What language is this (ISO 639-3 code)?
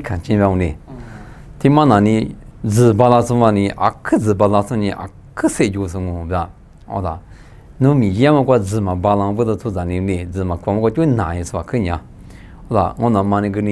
lis